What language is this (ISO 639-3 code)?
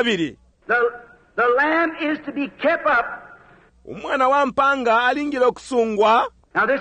bem